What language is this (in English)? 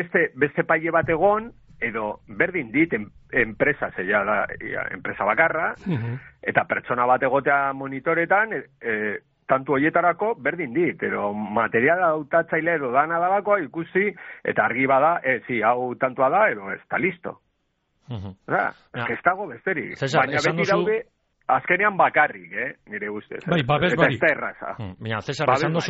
Basque